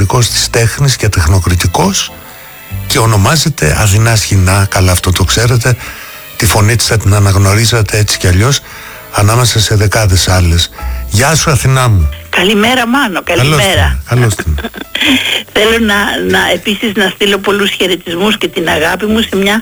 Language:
Greek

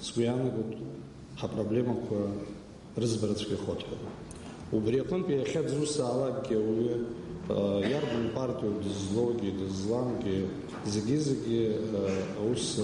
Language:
Abkhazian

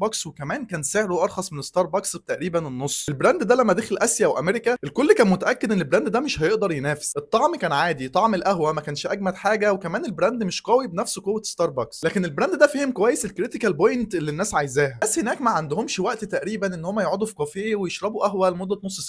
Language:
Egyptian Arabic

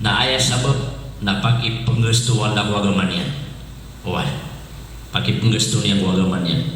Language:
Maranao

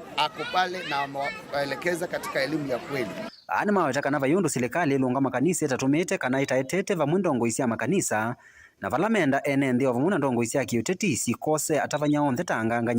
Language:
Kamba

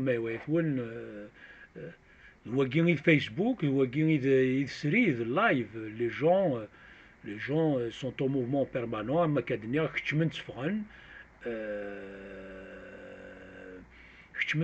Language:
Kabyle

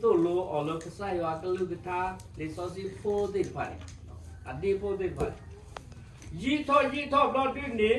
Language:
S'gaw Karen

